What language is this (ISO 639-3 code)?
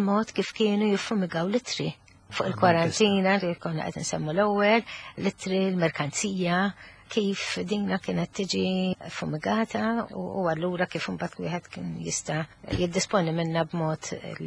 mlt